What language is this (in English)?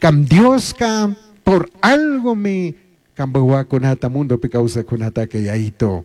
Chimborazo Highland Quichua